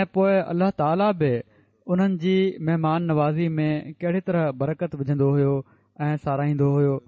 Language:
Sindhi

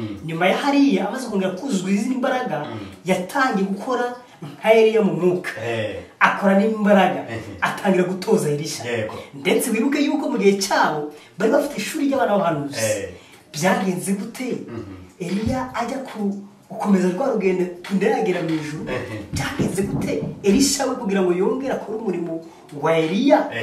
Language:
Kinyarwanda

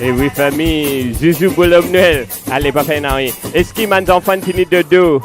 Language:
Morisyen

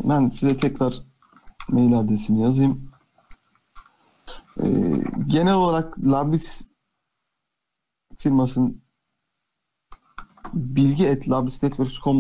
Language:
Turkish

